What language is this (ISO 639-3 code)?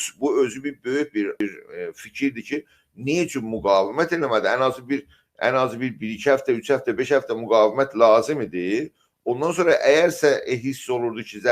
azb